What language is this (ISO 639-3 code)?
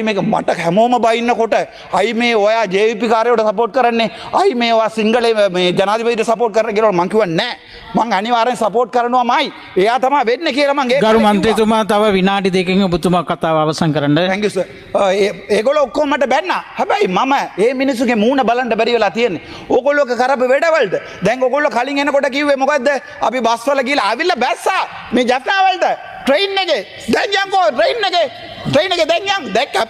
sin